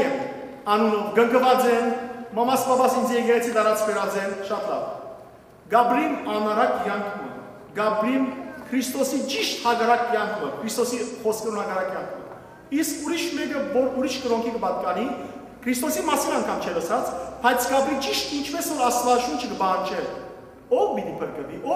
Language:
Western Armenian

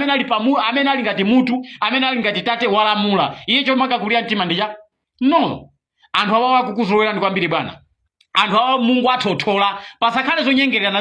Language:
Nyanja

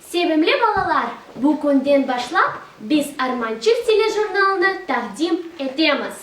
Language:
Crimean Tatar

